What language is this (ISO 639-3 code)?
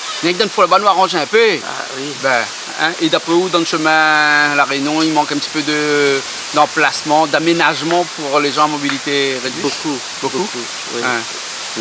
rcf